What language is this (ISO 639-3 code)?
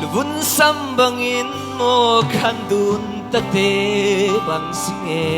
cfm